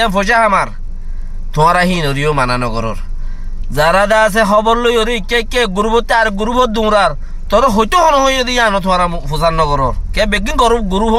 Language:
Rohingya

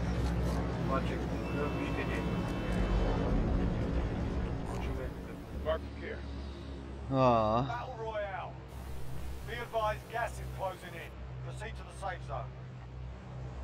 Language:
Bulgarian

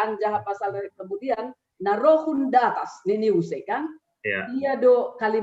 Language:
Batak Simalungun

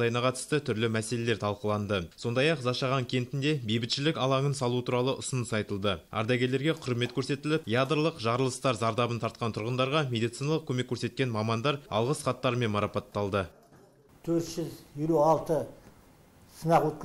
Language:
Kazakh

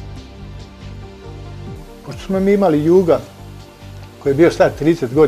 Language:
Serbian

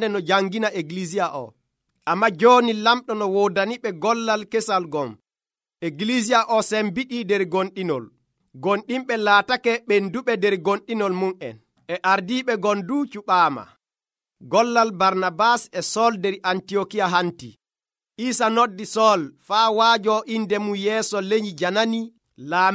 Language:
Nigerian Fulfulde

